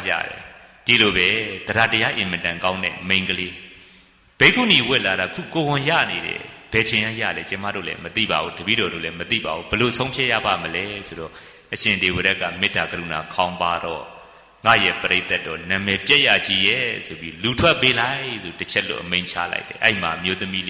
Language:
Burmese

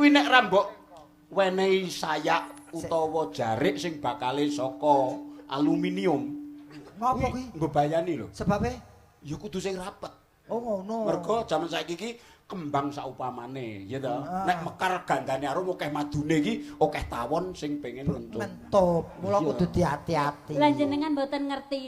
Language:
Javanese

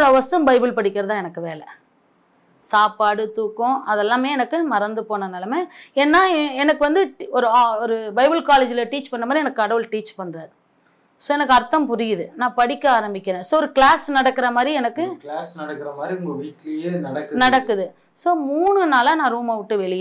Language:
Tamil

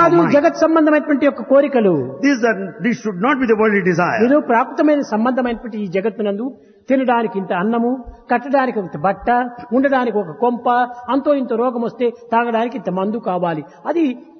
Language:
Telugu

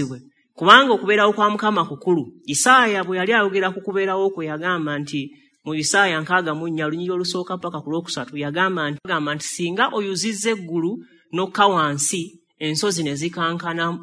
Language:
Ganda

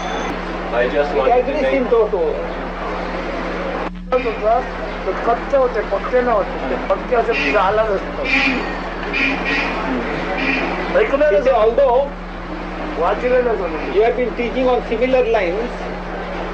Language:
Marathi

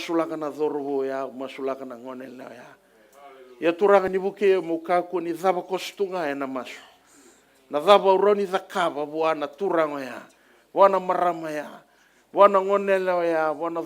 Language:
Fijian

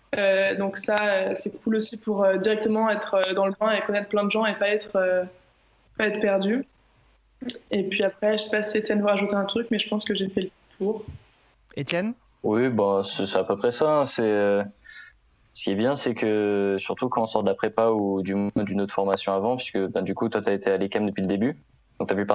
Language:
French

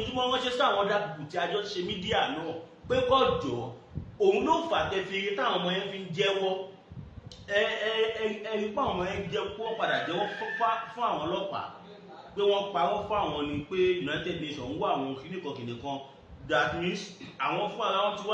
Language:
Yoruba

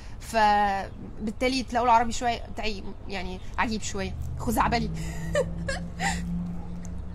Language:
Egyptian Arabic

